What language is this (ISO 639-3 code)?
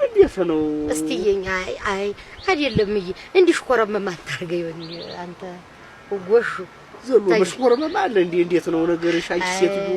amh